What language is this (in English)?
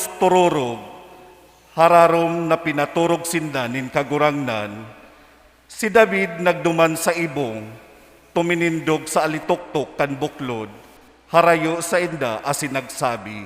Bikol